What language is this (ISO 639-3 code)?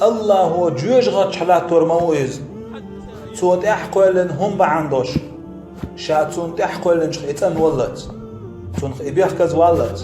che